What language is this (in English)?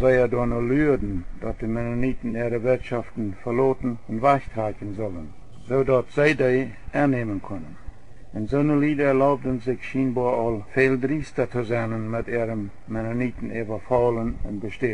Plautdietsch